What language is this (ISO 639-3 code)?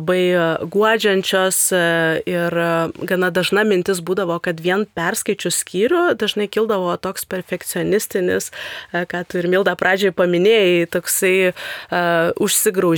lit